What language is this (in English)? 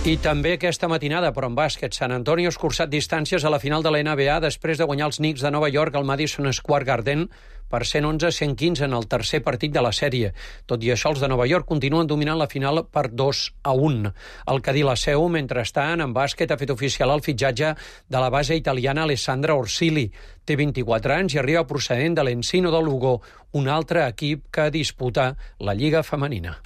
Catalan